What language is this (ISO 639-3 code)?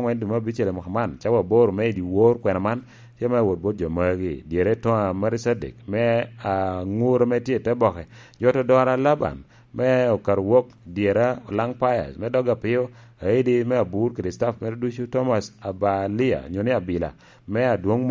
laj